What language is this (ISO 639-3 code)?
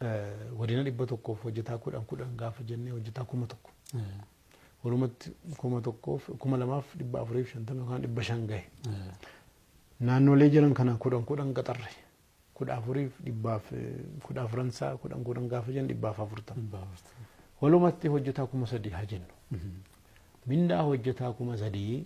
orm